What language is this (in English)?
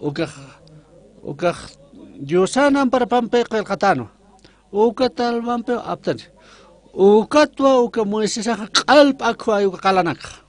Aymara